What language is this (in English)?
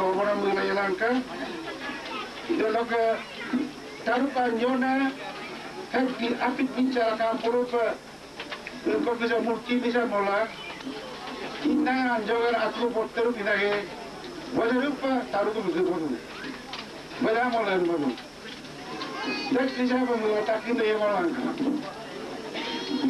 Malay